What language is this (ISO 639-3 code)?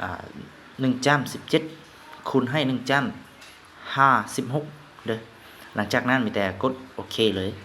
lao